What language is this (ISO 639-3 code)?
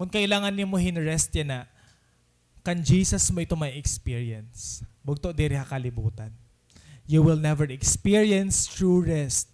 war